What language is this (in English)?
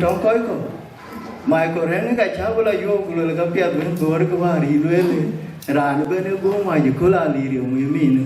Dinka